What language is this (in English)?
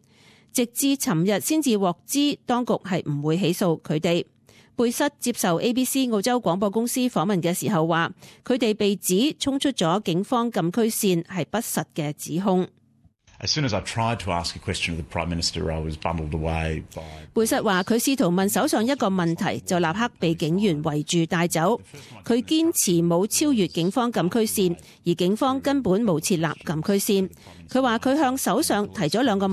Cantonese